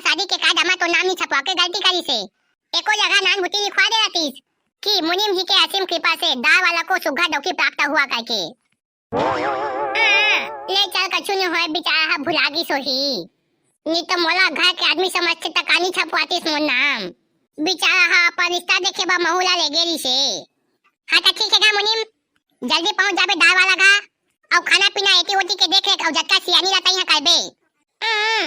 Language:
Chhattisgarhi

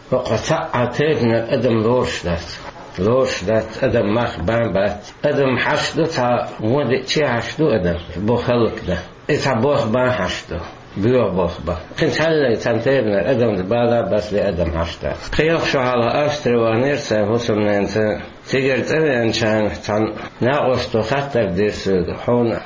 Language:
Chechen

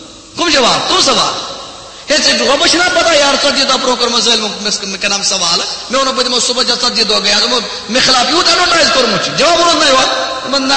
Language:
Kashmiri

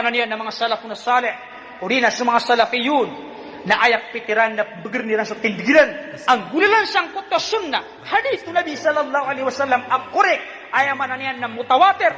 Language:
Maranao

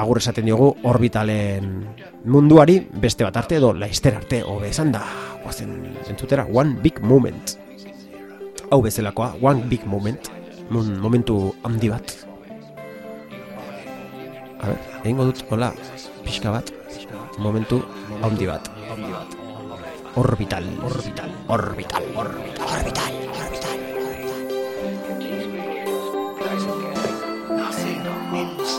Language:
Basque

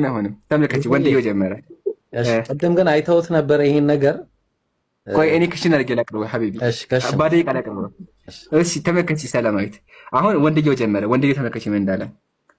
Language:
Amharic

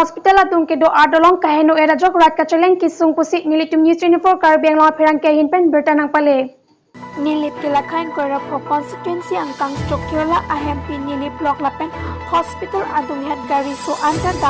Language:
Karbi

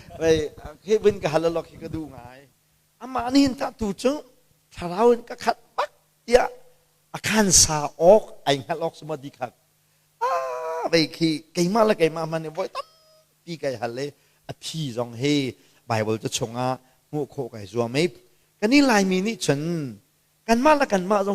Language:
Hakha Chin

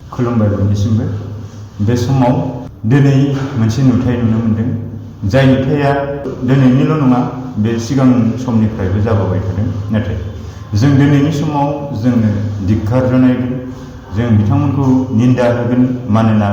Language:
Bodo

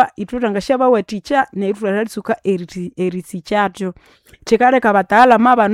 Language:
Nande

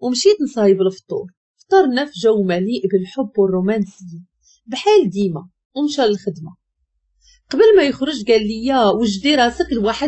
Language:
Moroccan Arabic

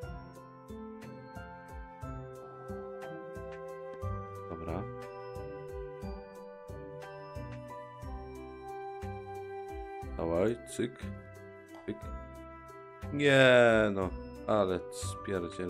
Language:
Polish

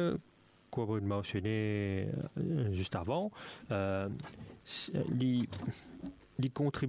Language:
Morisyen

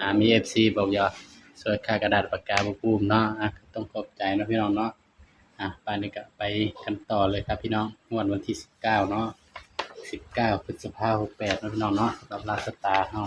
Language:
Northeastern Thai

